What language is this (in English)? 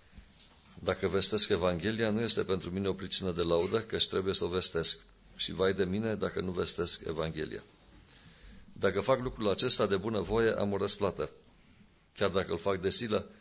Romanian